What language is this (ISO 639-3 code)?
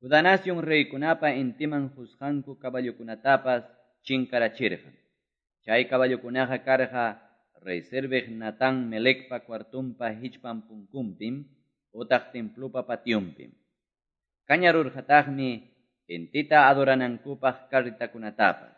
que